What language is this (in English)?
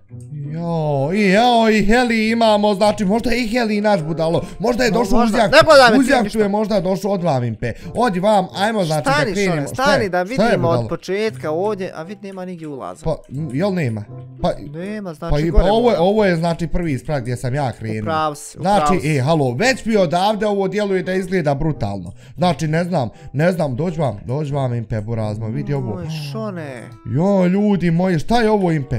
Bosnian